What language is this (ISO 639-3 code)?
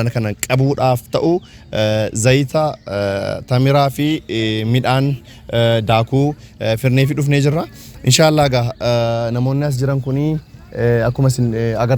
orm